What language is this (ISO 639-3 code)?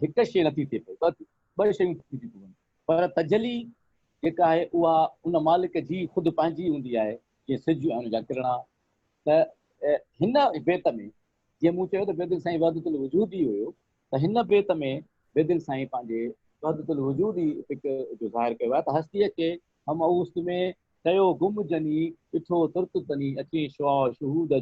snd